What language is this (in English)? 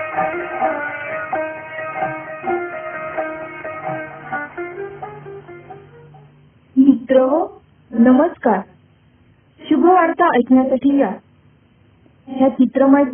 Marathi